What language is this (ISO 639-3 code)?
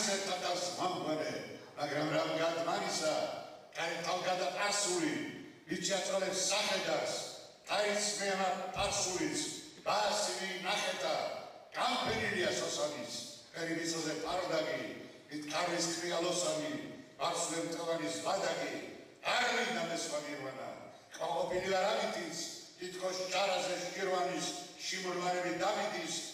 kat